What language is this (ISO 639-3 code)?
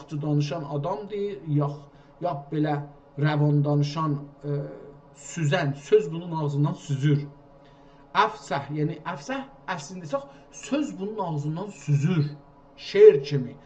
azb